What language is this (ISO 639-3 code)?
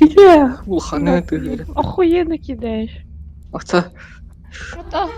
sah